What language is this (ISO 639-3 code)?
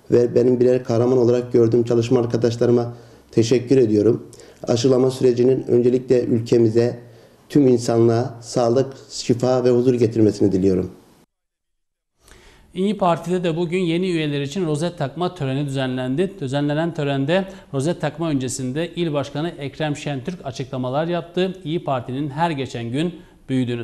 tur